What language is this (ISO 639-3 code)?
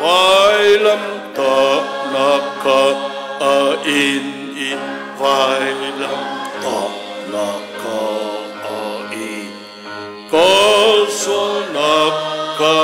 cnh